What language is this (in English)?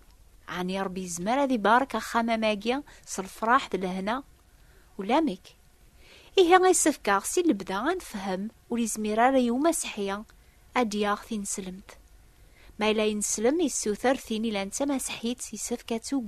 Kabyle